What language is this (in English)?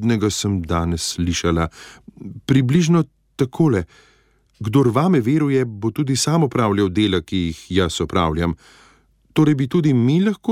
Slovenian